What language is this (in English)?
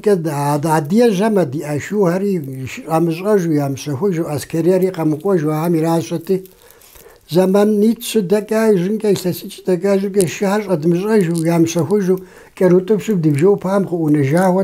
Kabardian